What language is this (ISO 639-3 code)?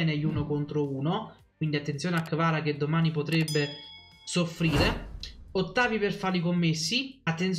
ita